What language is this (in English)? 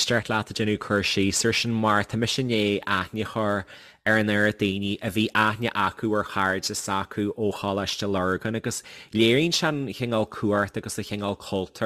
Irish